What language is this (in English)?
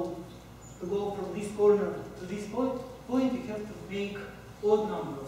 English